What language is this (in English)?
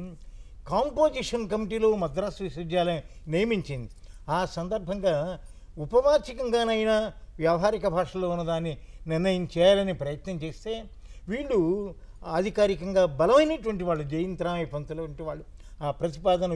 Telugu